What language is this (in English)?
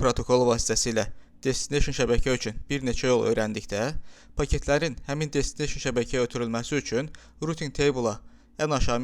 Azerbaijani